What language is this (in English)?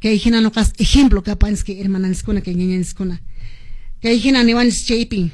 Quechua